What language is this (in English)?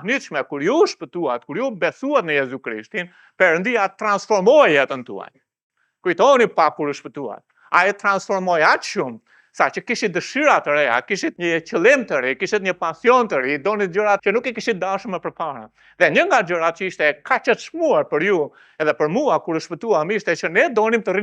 Albanian